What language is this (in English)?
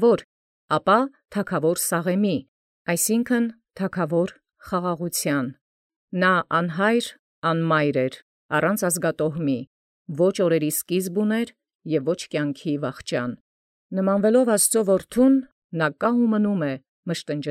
Armenian